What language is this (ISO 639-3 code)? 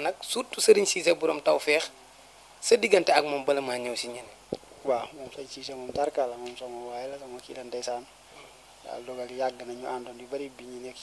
wol